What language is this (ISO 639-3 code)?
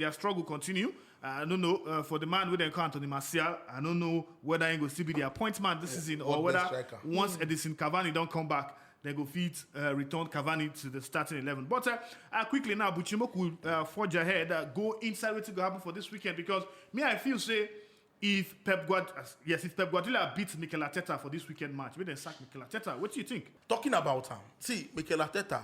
pcm